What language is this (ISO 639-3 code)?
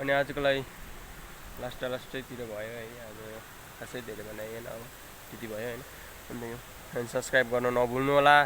nep